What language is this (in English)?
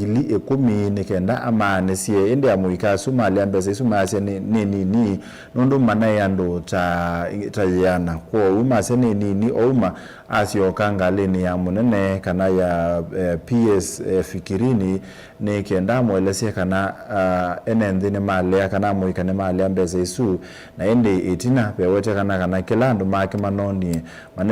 Kamba